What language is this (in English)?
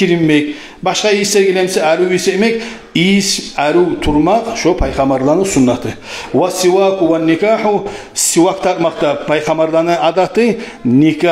Kumyk